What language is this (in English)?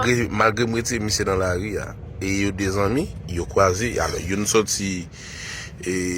Haitian Creole